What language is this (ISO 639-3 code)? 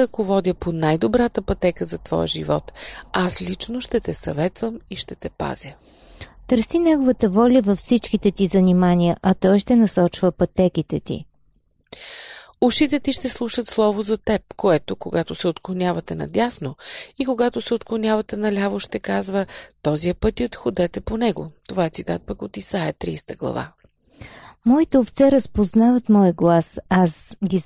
bul